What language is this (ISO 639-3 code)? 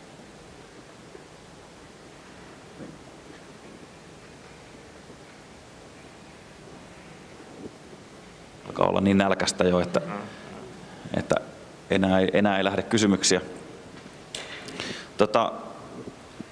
fin